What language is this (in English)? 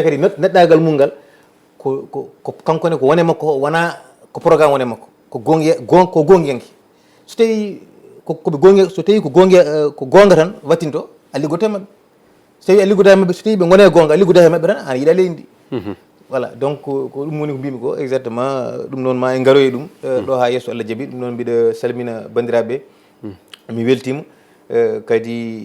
Fula